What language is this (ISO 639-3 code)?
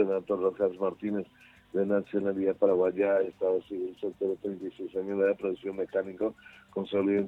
spa